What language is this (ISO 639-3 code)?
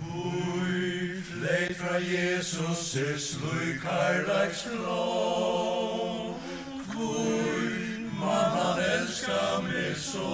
fao